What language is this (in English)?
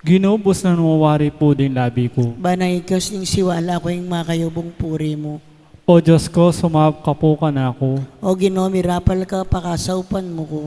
Pampanga